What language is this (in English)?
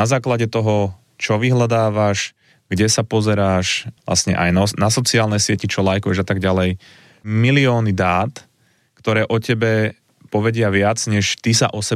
Slovak